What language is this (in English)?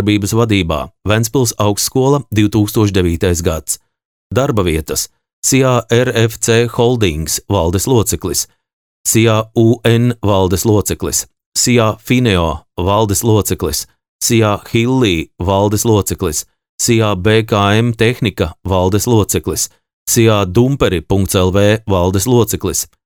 Latvian